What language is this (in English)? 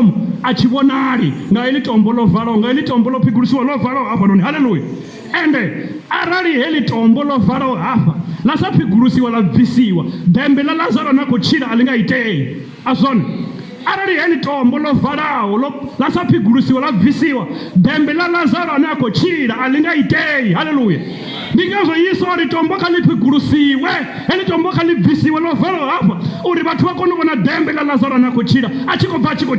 Venda